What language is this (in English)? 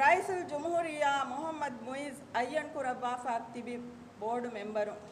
Divehi